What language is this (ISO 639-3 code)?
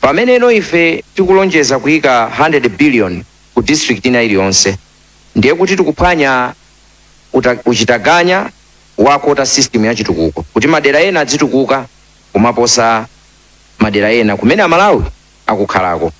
nya